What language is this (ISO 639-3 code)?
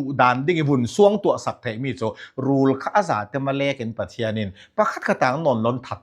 cfm